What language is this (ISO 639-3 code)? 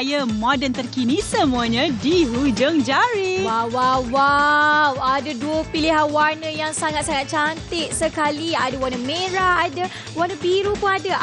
msa